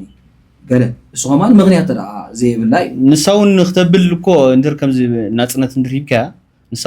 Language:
Tigrinya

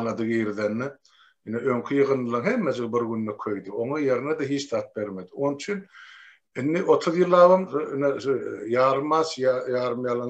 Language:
Turkmen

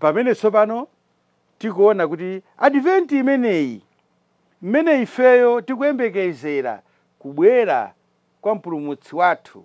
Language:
Nyanja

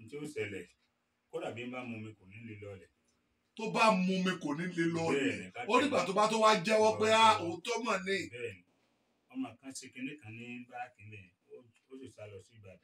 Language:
Yoruba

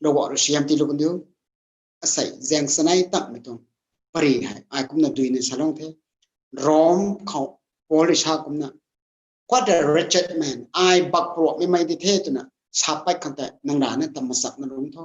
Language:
Rongmei Naga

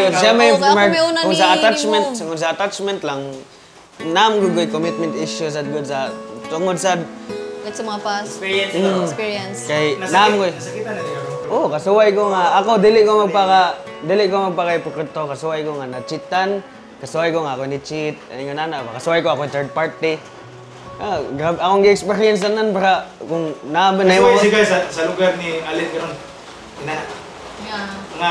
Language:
Cebuano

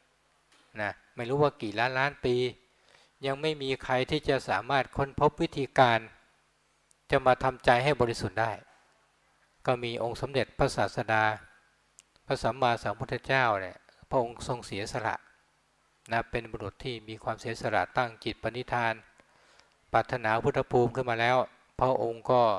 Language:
Thai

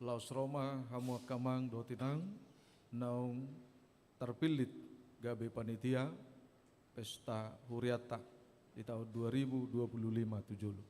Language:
Batak Toba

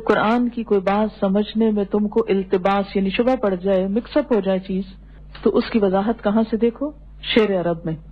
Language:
Urdu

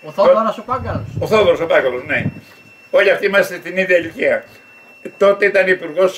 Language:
Greek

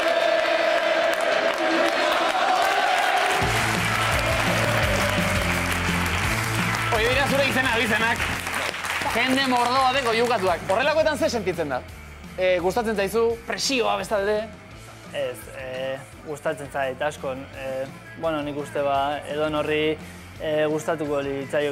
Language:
Basque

